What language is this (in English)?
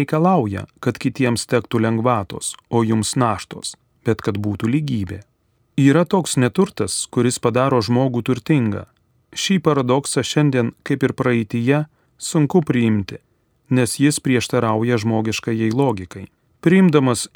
Lithuanian